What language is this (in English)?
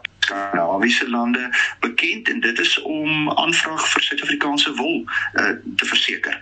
Afrikaans